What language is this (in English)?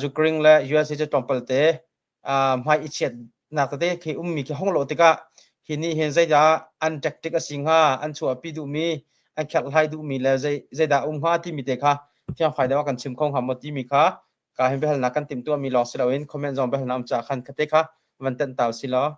Hakha Chin